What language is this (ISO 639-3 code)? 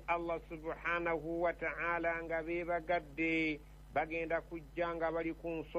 lug